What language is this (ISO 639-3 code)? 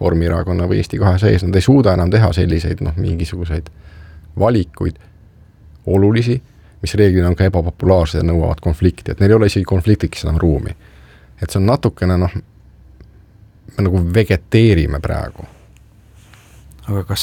est